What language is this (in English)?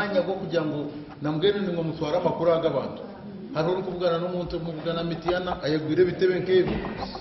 Nyankole